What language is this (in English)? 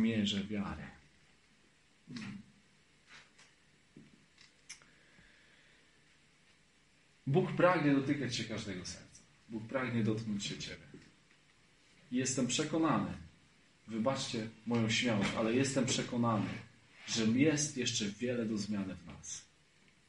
Polish